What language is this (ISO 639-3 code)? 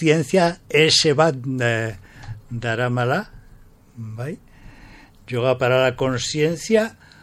eus